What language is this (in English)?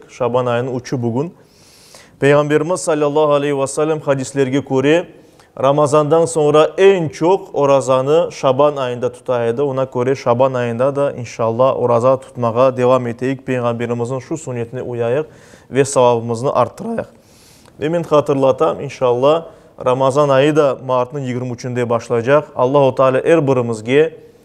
Crimean Tatar